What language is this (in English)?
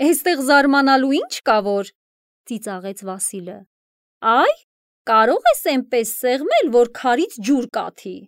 Armenian